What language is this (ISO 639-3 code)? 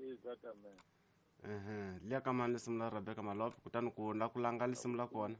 tso